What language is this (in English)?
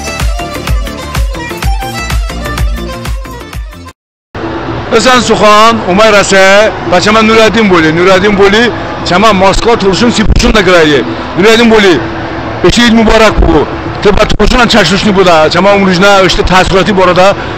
Talysh